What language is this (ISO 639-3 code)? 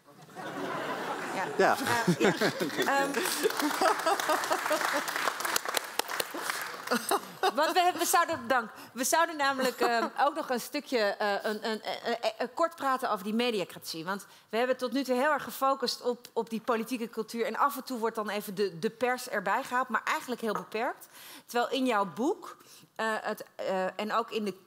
nld